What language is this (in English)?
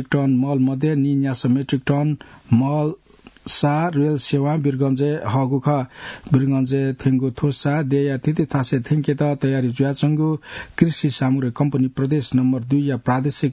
Newari